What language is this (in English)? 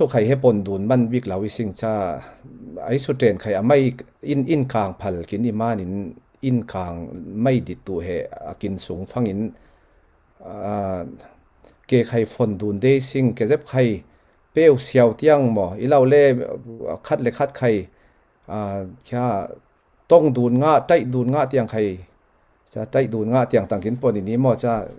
Falam Chin